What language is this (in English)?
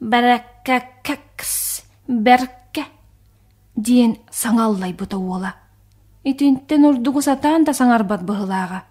Yakut